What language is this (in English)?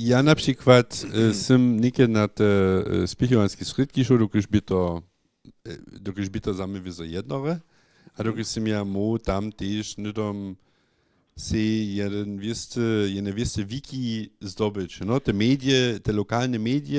Upper Sorbian